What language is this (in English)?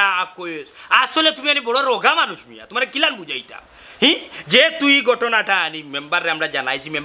Sylheti